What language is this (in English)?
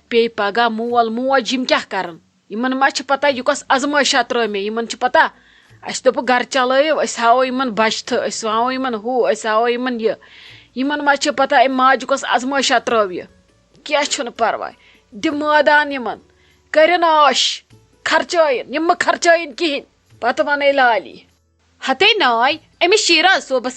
Kashmiri